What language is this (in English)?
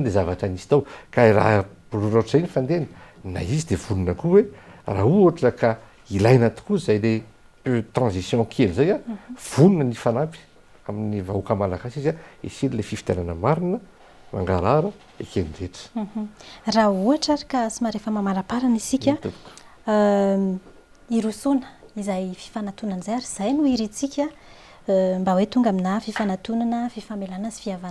Malagasy